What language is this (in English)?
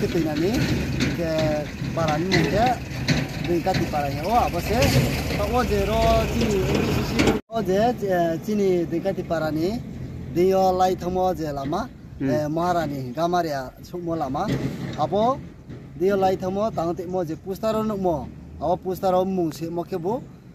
Riang (India)